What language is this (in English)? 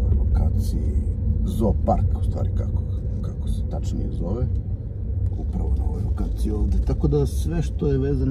Serbian